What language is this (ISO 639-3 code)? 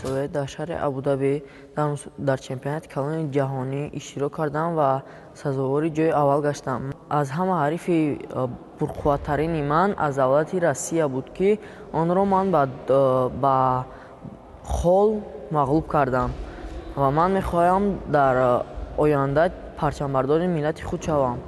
tgk